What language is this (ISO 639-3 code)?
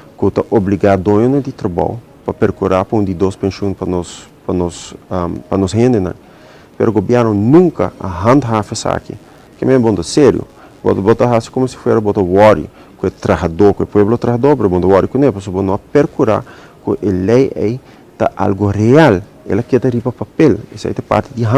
pap